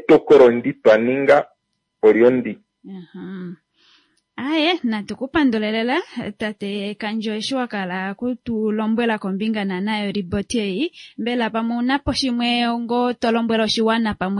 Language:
Kuanyama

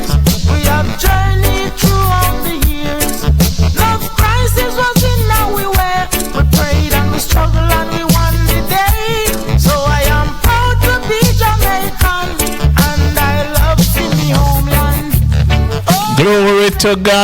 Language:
Jamaican Creole English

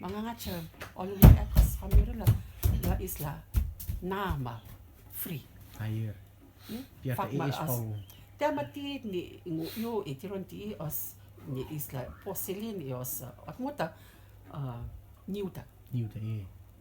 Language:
Rotuman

